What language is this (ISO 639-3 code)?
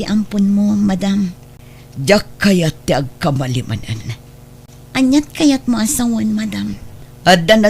ilo